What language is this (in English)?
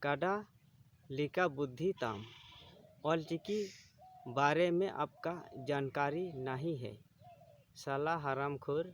Santali